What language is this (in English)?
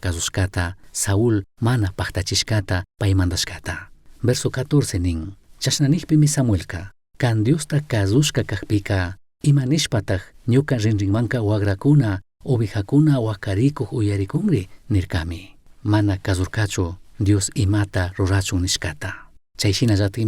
Chimborazo Highland Quichua